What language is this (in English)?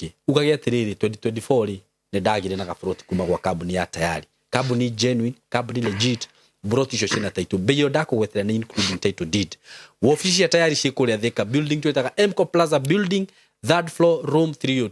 Kikuyu